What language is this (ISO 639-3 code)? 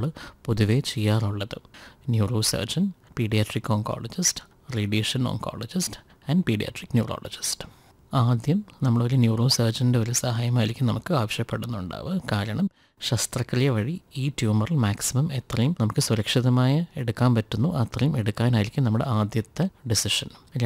mal